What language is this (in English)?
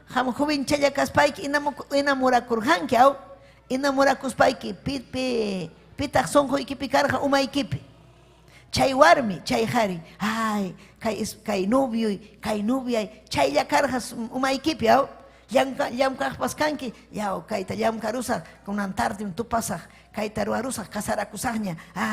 Ayacucho Quechua